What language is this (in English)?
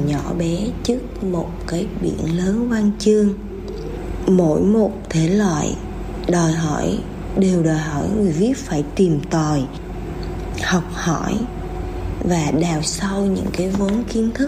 Vietnamese